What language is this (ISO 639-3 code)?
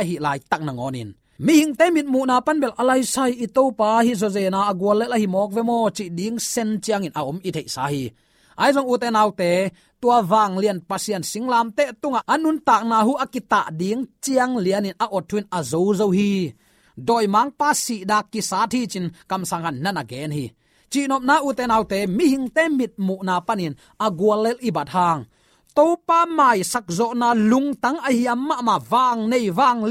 ctd